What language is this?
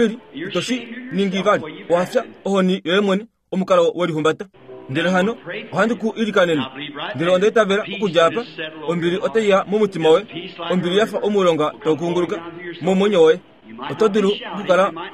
Kuanyama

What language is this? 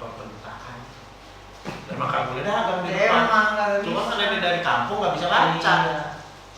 Betawi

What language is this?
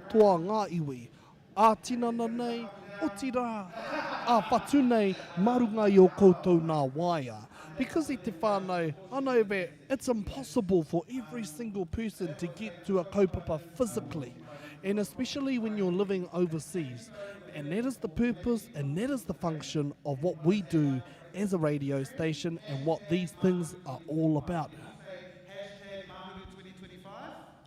Māori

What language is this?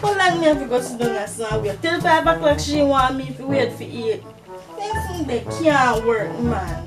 Jamaican Creole English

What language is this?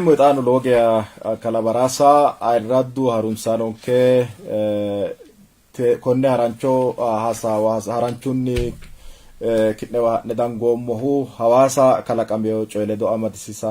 Sidamo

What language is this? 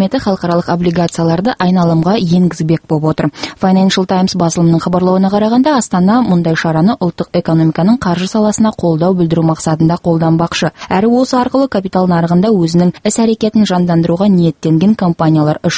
Kazakh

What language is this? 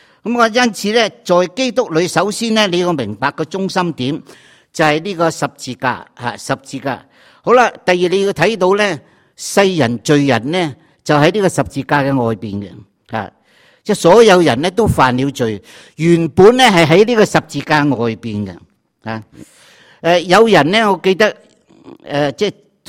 Cantonese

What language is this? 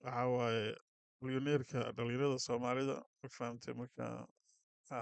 Somali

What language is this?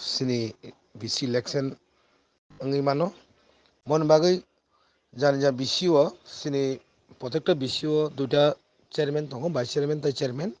Kok Borok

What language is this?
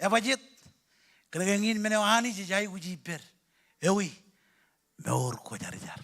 Marshallese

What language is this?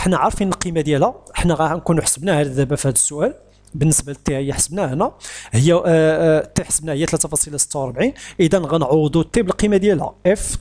Moroccan Arabic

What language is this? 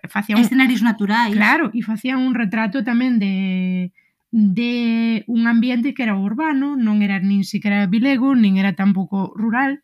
Galician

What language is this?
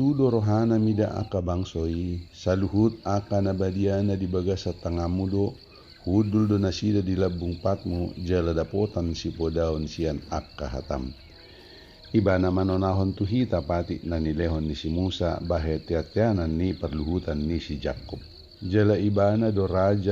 Batak Toba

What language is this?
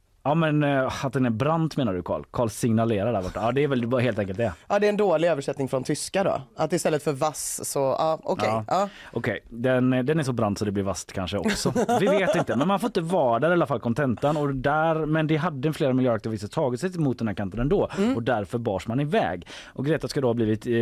Swedish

